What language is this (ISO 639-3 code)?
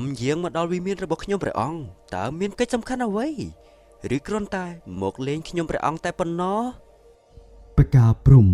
khm